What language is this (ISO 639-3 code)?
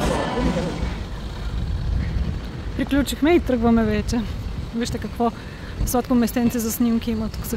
bul